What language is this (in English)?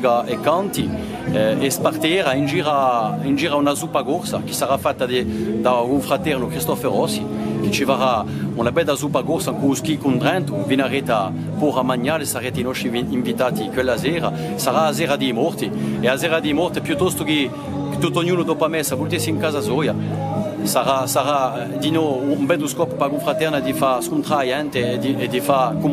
Corsican